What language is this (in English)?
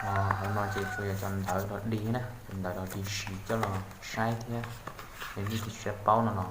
Hmong